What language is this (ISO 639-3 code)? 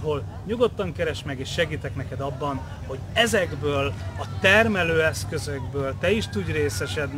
hun